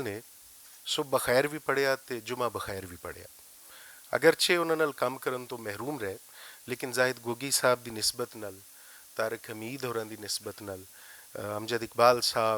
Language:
Western Panjabi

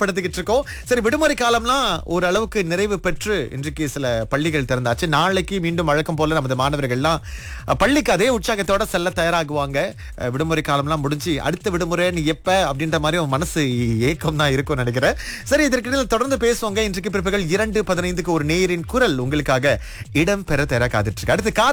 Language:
Tamil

